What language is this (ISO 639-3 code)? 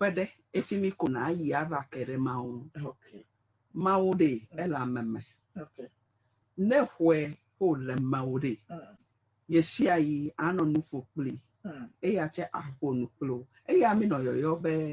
ewe